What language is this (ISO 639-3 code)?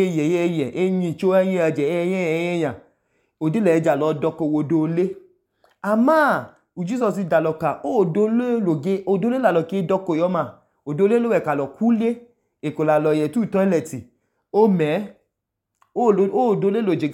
idu